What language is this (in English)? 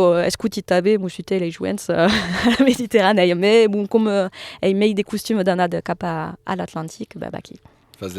Occitan